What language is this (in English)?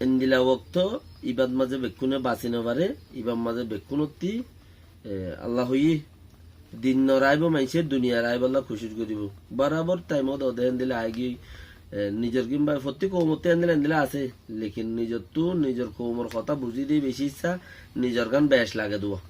Rohingya